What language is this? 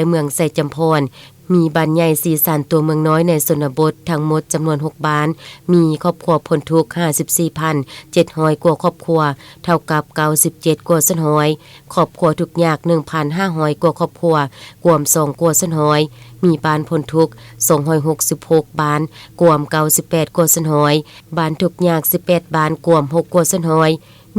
Lao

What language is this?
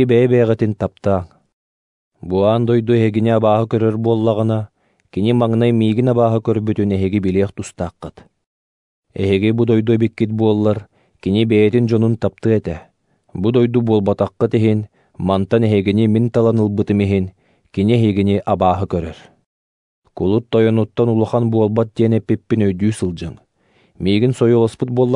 Yakut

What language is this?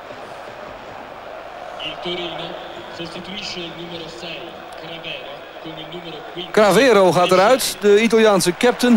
Dutch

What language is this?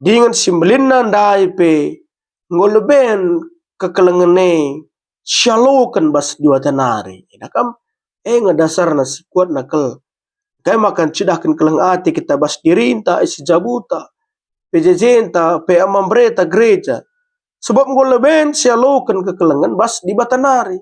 Batak Karo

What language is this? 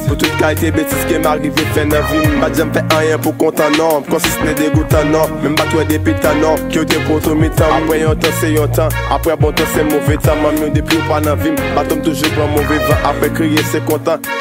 Haitian Creole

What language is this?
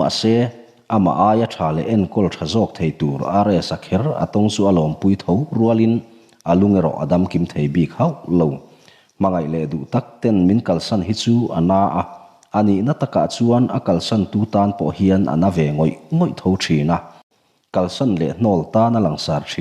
Mizo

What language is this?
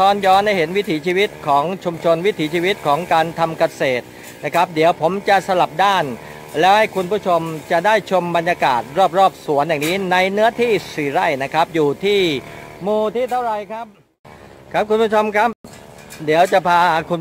Thai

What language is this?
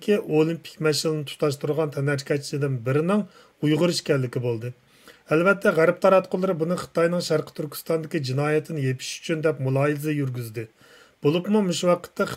Uyghur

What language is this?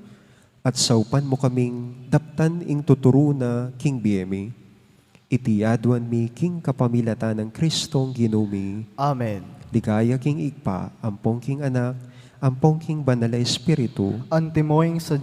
Pampanga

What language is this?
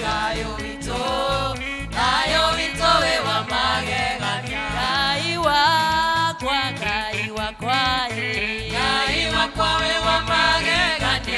Kikuyu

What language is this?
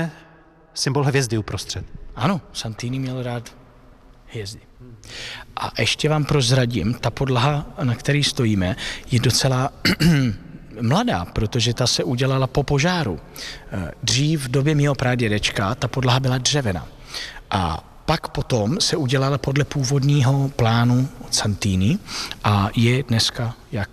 Czech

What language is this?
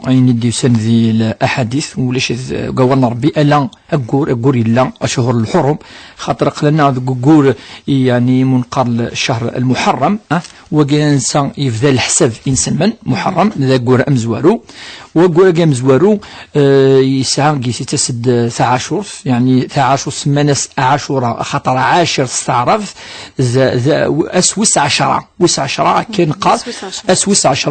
Kabyle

